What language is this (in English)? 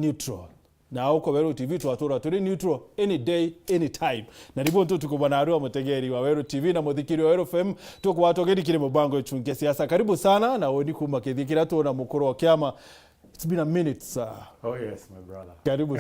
Meru